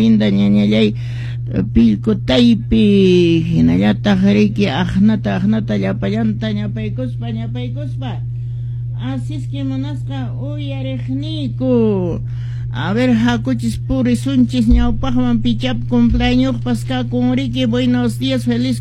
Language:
Quechua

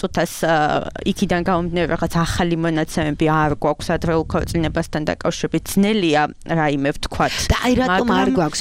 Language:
Georgian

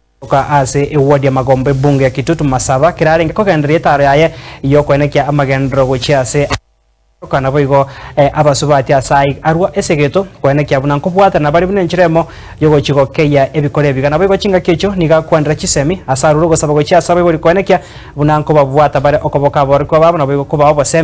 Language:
Gusii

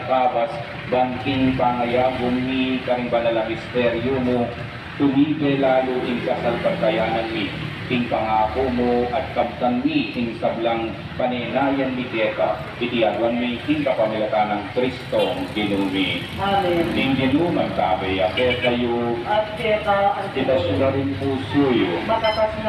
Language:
Pampanga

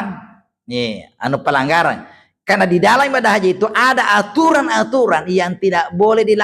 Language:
Buginese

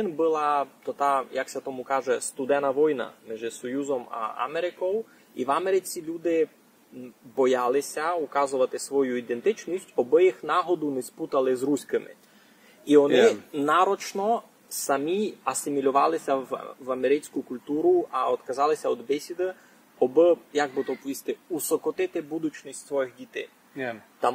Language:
Rusyn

